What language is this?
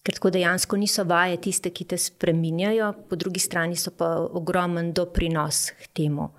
Slovenian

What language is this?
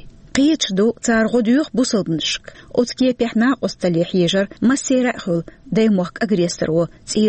Chechen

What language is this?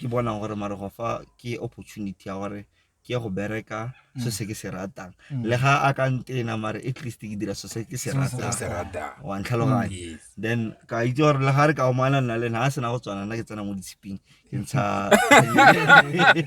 Tswana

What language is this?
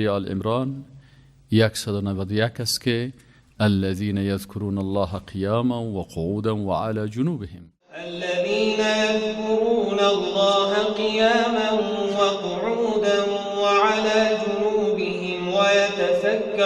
Persian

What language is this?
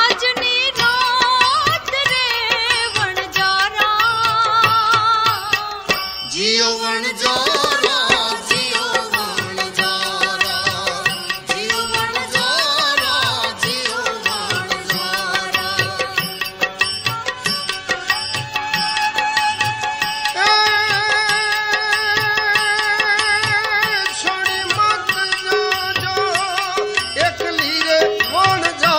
Gujarati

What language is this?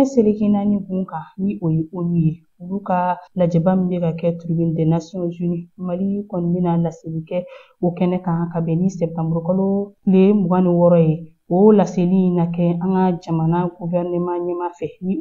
Bambara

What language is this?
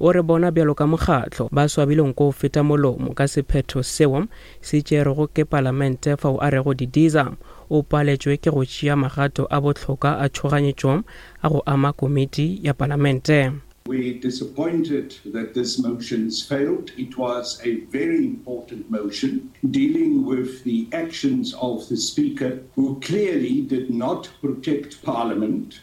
Northern Sotho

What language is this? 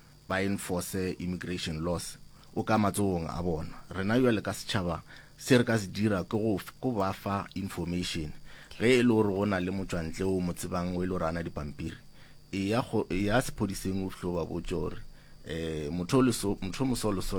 Northern Sotho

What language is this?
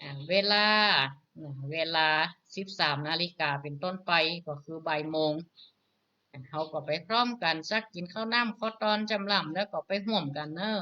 Northern Thai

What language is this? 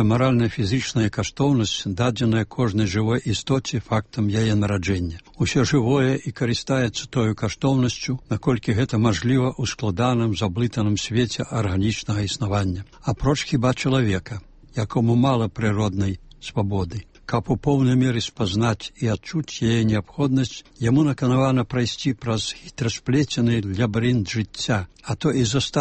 Belarusian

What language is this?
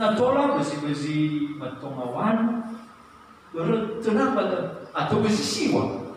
Nias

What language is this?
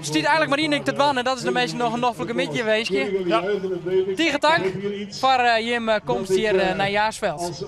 Western Frisian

